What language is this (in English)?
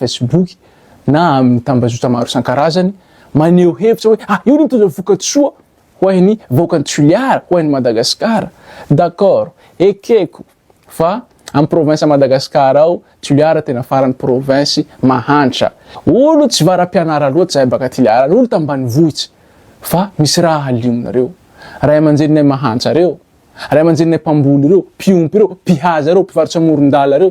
Malagasy